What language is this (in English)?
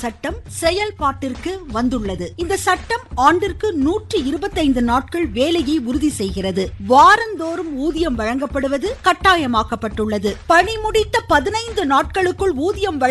Tamil